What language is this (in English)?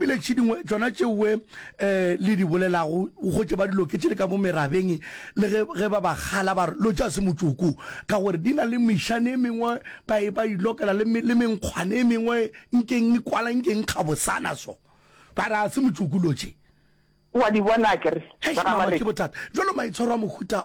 Northern Sotho